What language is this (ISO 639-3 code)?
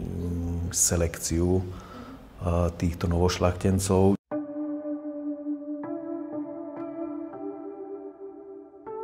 hun